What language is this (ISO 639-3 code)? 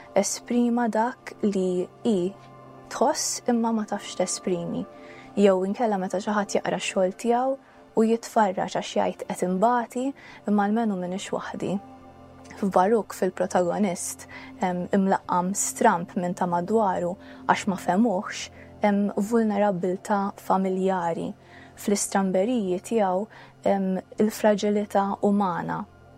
mlt